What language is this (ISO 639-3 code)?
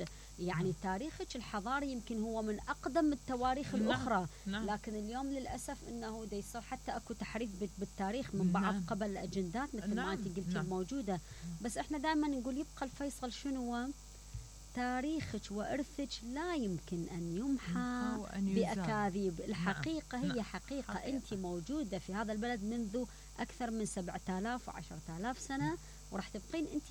acm